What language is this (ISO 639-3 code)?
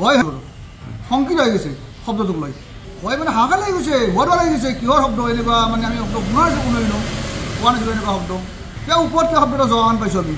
asm